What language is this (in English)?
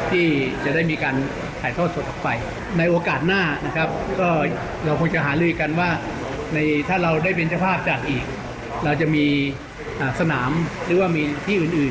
Thai